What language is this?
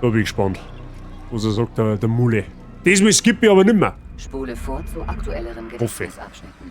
Bavarian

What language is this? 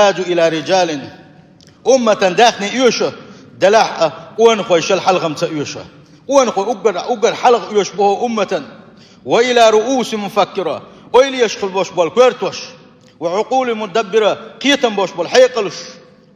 Chechen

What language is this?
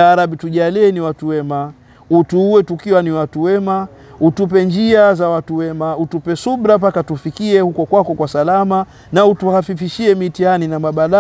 Swahili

